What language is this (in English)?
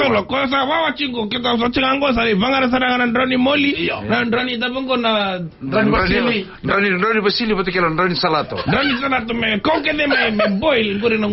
Fijian